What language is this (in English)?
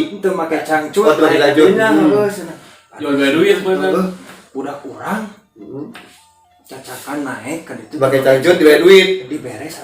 Sundanese